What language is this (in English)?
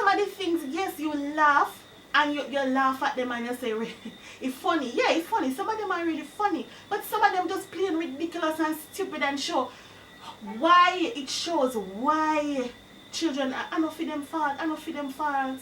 Jamaican Creole English